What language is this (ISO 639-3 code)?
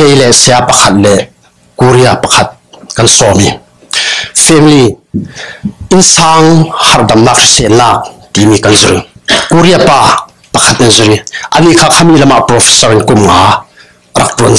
cfm